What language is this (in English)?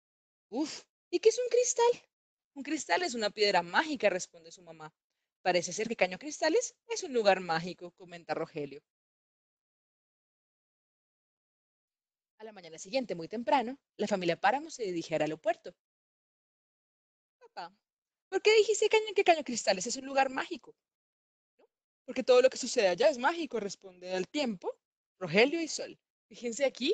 Spanish